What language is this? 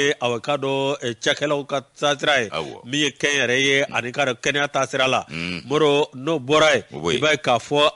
Bambara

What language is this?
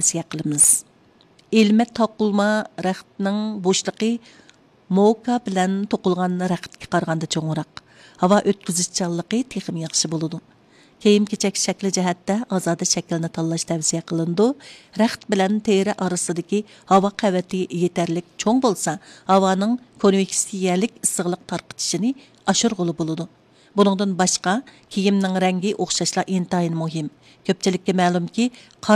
Uyghur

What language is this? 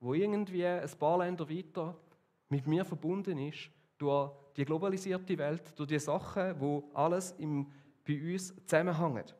Swiss German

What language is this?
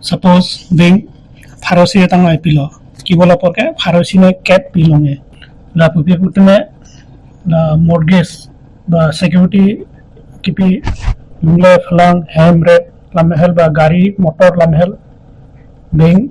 Karbi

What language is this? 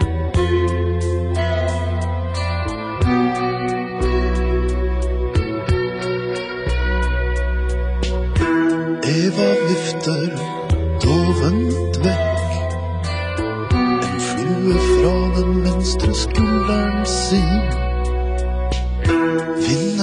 Norwegian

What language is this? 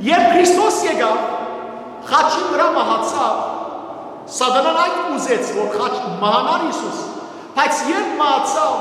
Western Armenian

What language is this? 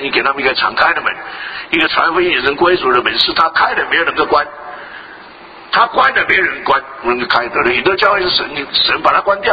Chinese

